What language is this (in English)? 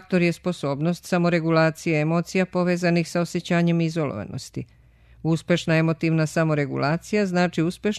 Serbian